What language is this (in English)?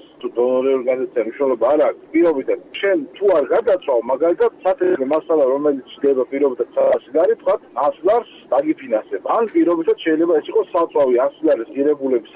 Georgian